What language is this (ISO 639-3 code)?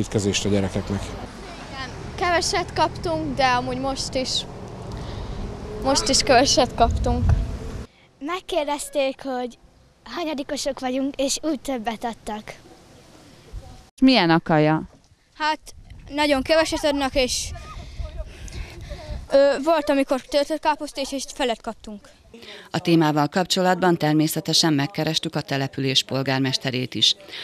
hun